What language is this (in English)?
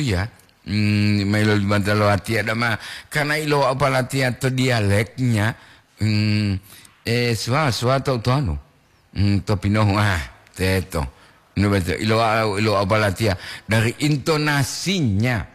Gorontalo